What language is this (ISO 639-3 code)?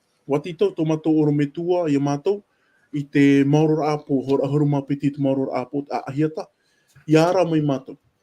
tah